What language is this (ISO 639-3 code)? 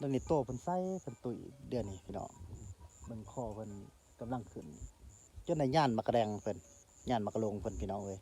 tts